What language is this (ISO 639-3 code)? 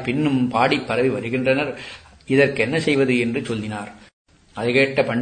tam